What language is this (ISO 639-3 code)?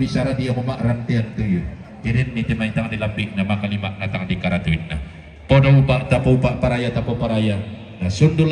sda